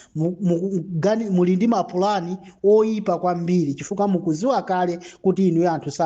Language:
Nyanja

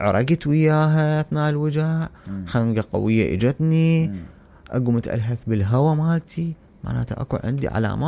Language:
Mesopotamian Arabic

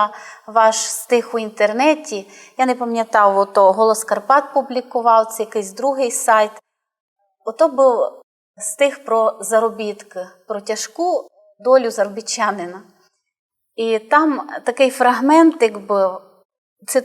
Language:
Rusyn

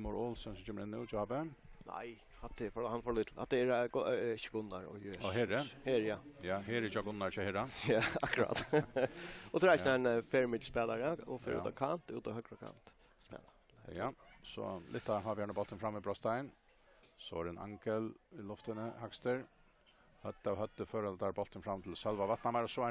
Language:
Faroese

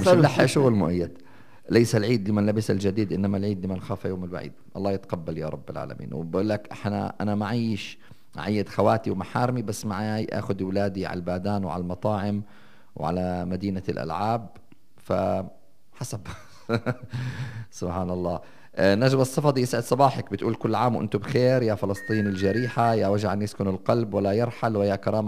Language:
North Levantine Arabic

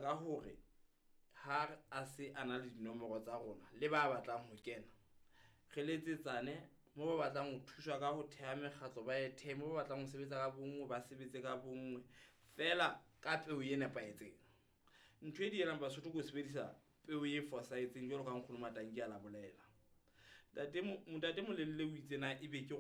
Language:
Southern Sotho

